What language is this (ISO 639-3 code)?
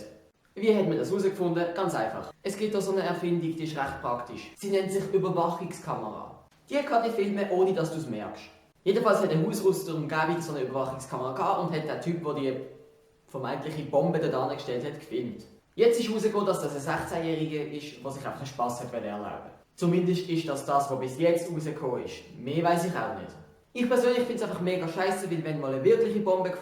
gsw